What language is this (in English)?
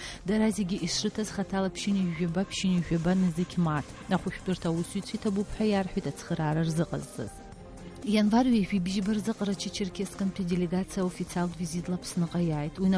Abkhazian